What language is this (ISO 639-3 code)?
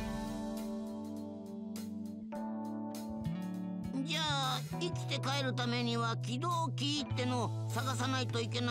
jpn